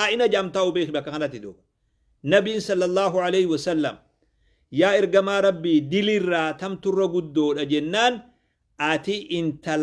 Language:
Oromo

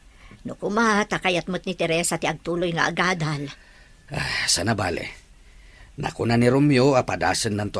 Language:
Iloko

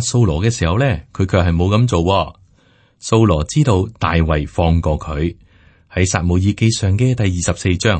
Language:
Cantonese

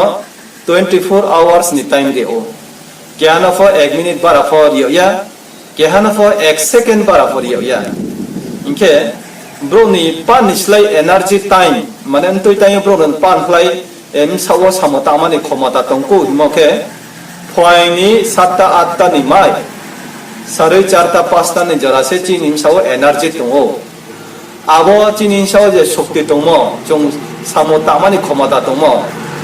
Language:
Riang (India)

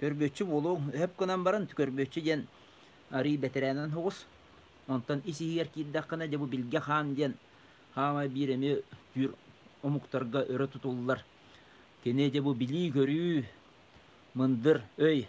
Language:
Yakut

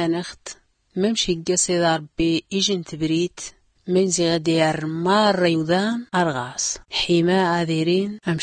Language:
Tachelhit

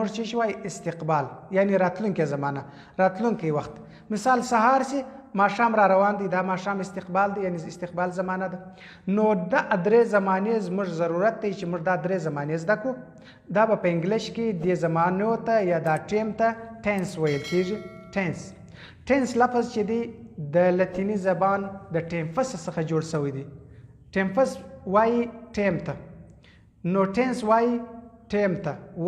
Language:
Pashto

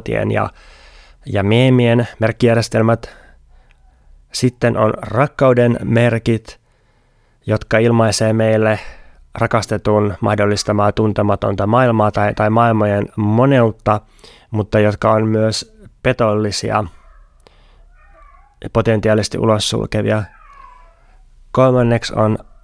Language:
Finnish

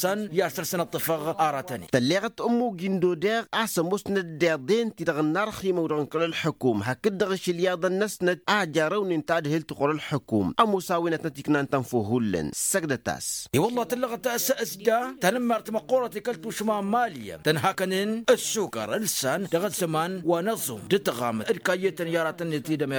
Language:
Tamasheq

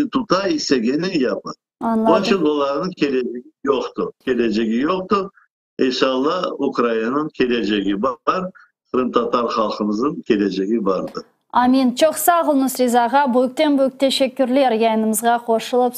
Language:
Crimean Tatar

